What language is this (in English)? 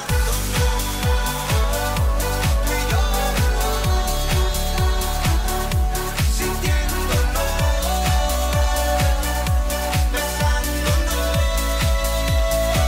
Spanish